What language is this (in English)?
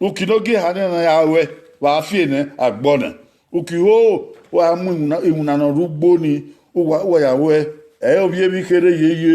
Bini